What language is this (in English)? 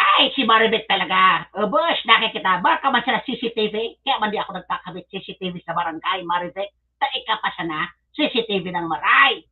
Bikol